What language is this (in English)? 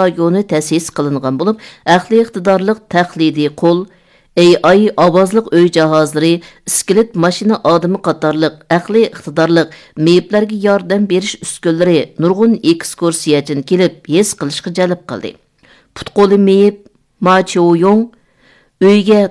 Uyghur